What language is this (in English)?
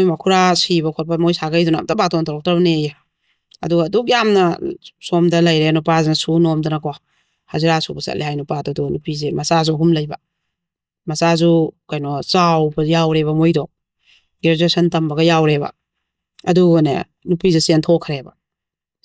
Manipuri